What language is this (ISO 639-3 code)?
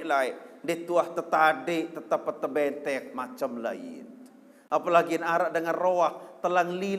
sas